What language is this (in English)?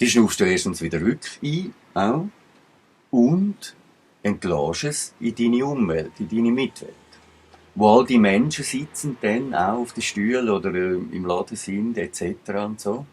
Swiss German